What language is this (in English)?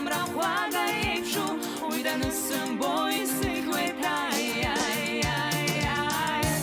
Abkhazian